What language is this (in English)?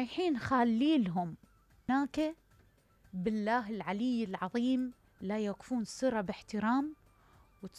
Mesopotamian Arabic